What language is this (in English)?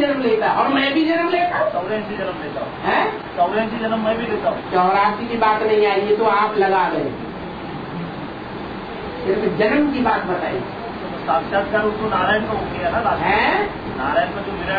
Hindi